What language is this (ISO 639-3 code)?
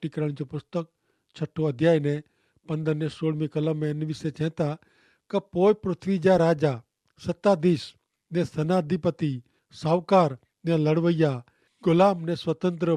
kfr